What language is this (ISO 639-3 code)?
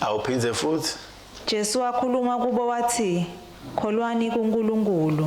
ssw